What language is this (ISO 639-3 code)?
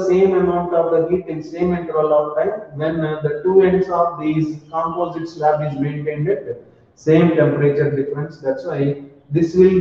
eng